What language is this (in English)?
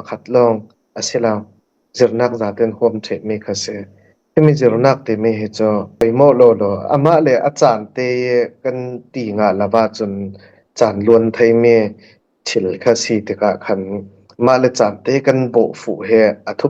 Falam Chin